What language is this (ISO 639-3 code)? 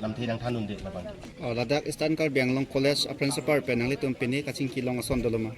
mjw